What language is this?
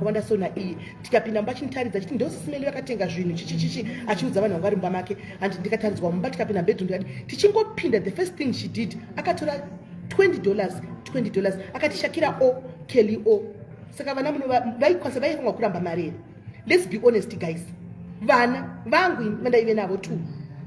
Shona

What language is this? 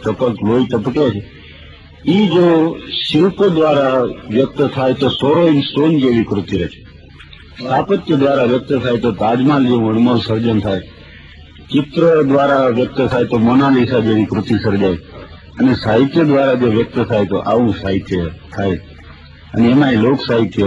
Gujarati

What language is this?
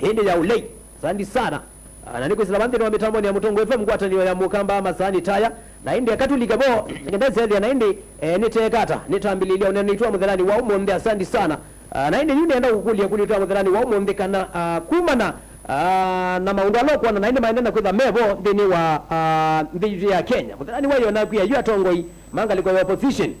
Kamba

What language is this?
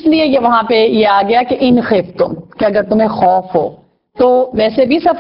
Urdu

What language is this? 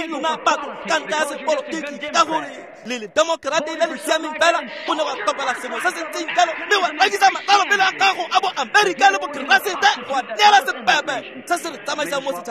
Tswana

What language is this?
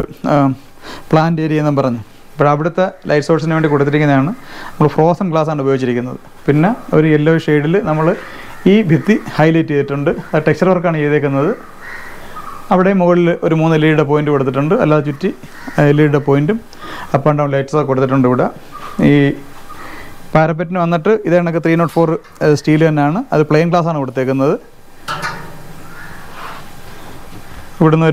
Malayalam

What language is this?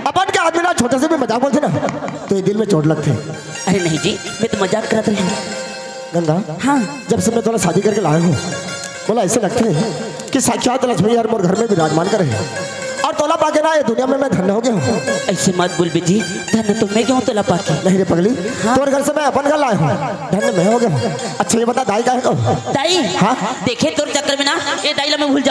Chhattisgarhi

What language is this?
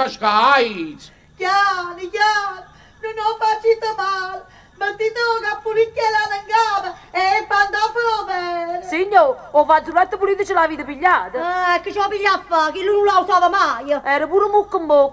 Neapolitan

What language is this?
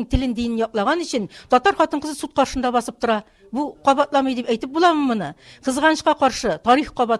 Tatar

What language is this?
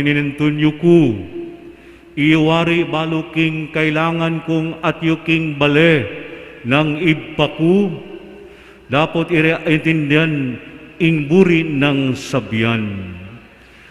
Pampanga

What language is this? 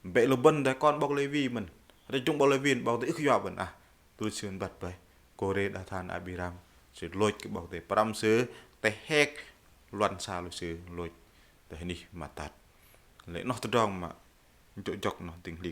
Bahnar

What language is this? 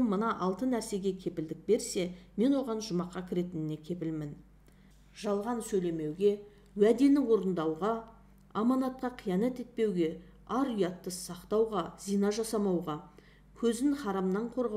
Kazakh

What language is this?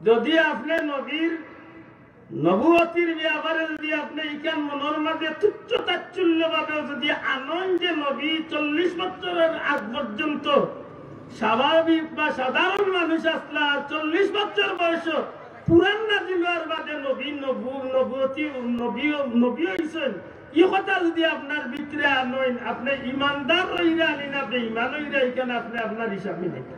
Sylheti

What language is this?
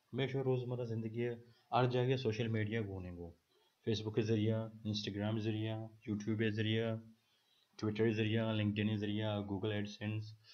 Baluchi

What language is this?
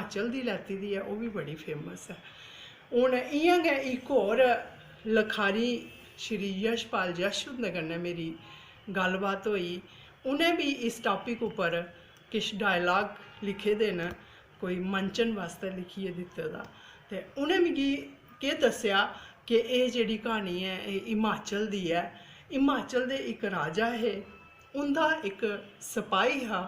Dogri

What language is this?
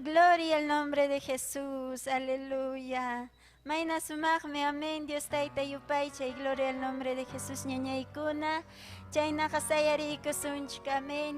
Ayacucho Quechua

